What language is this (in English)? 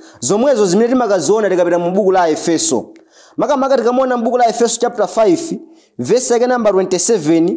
Nyanja